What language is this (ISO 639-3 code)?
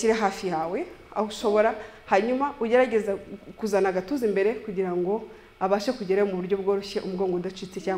kin